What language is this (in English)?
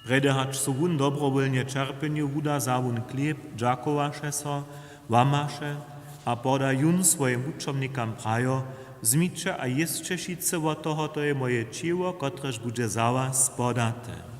Upper Sorbian